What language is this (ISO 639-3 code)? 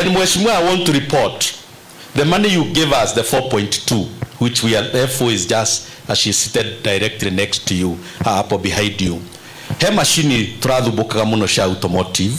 kik